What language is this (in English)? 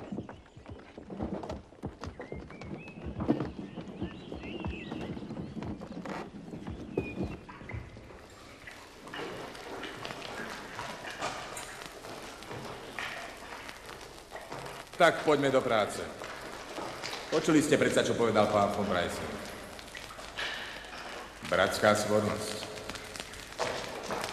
Slovak